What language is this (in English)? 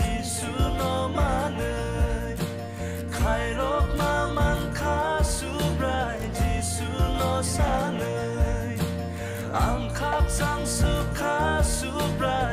Kok Borok